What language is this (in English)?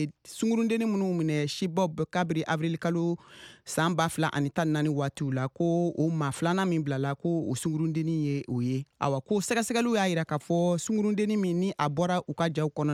Bambara